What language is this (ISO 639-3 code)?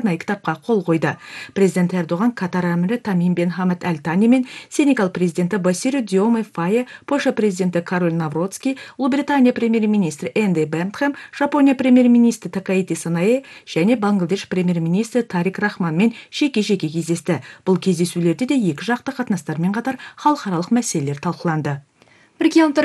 kaz